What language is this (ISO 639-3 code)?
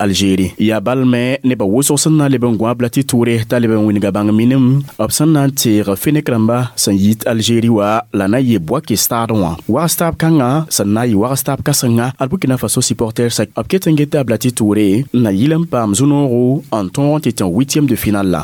mos